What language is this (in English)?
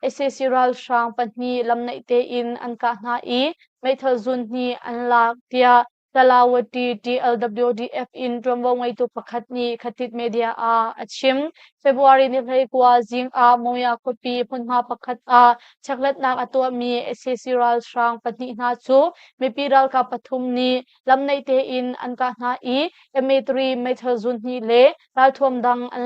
Hakha Chin